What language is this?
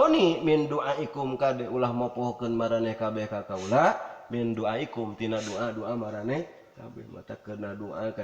Sundanese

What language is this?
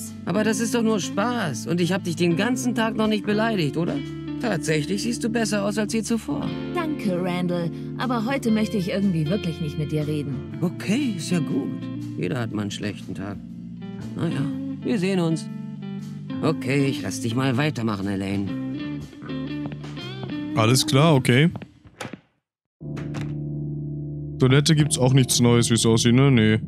German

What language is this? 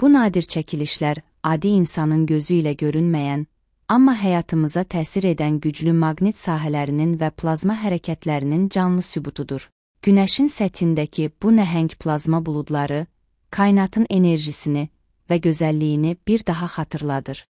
Azerbaijani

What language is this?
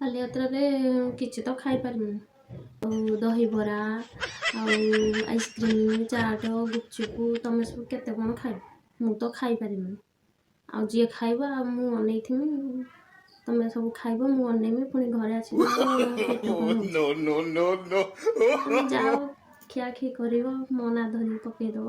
Odia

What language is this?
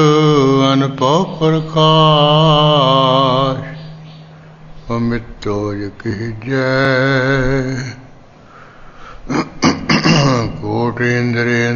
Punjabi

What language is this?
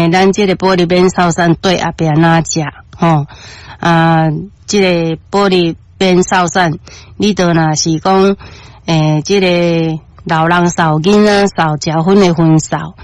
Min Nan Chinese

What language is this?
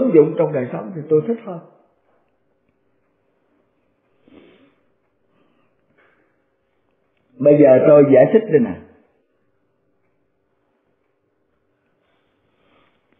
Vietnamese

